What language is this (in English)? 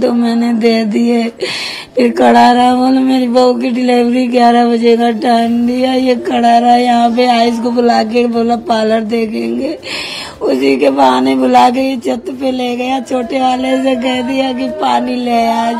Hindi